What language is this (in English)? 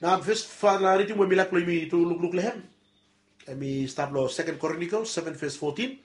Bislama